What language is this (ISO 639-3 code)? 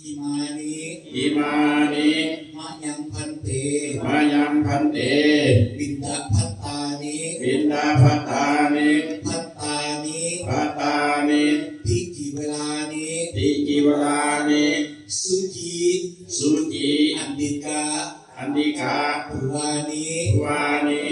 lao